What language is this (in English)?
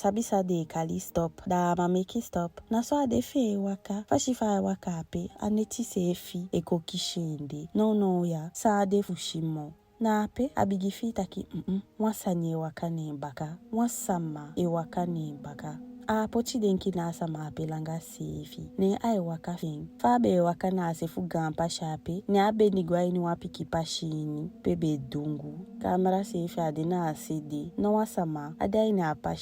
Eastern Maroon Creole